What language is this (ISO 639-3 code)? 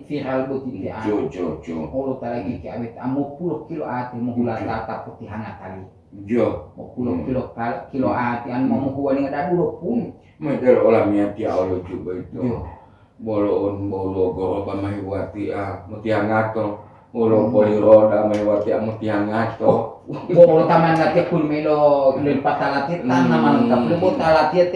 gor